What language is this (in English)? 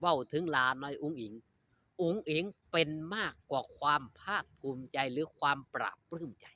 Northeastern Thai